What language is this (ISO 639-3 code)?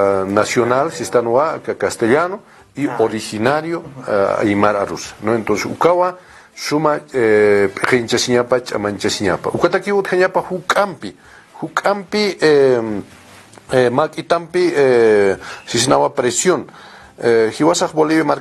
aym